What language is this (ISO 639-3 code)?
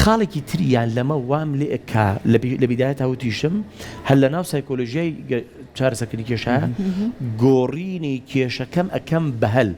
ckb